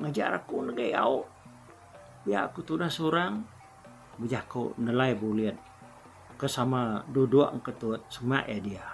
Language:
Iban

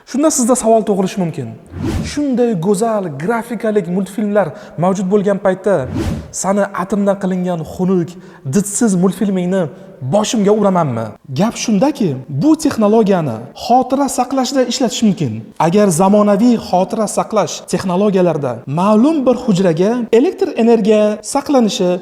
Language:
Uzbek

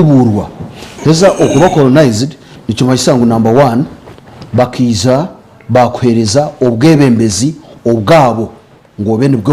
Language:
Nyankole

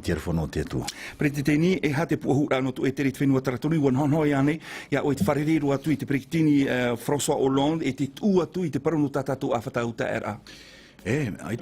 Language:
Tahitian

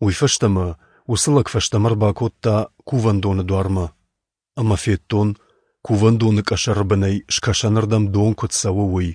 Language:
Ossetic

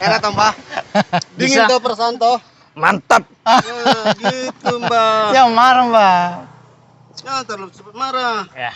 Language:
Makassar Malay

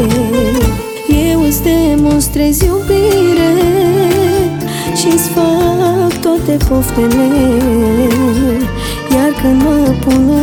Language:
Romanian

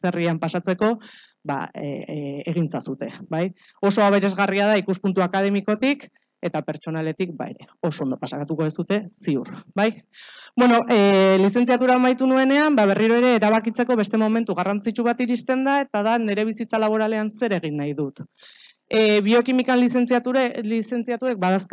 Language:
Basque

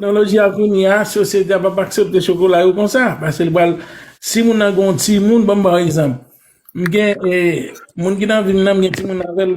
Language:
Haitian Creole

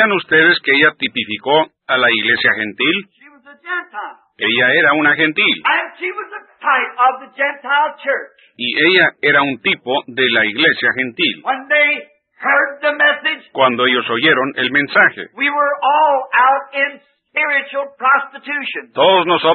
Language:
Spanish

